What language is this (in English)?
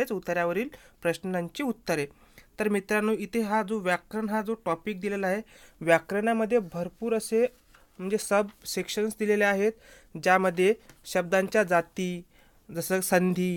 Marathi